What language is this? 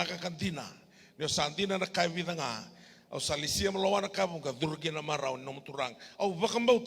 Fijian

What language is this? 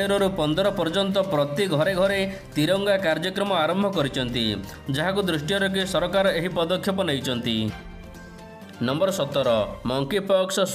Odia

